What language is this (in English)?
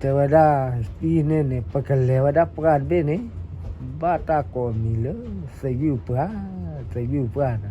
S'gaw Karen